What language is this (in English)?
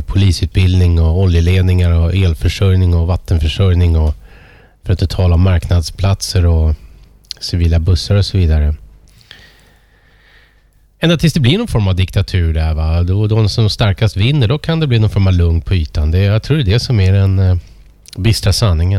Swedish